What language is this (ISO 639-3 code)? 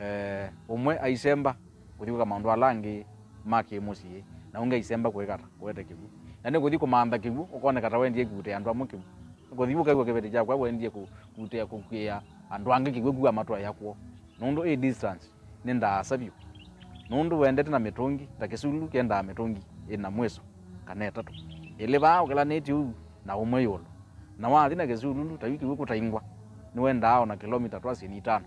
kam